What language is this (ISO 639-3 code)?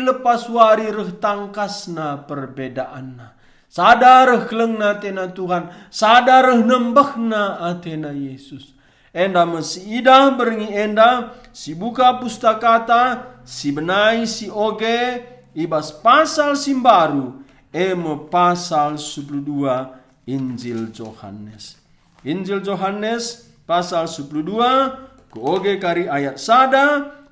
btx